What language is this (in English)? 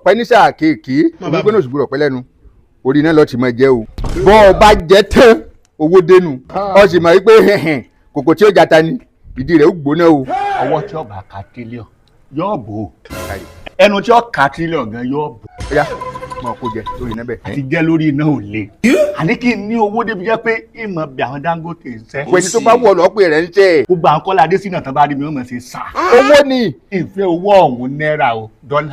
Yoruba